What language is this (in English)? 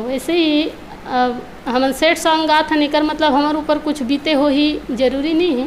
Chhattisgarhi